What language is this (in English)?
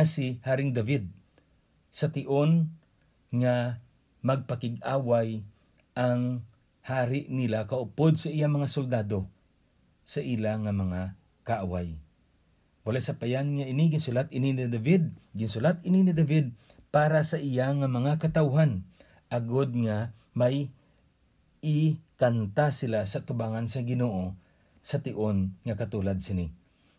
Hiligaynon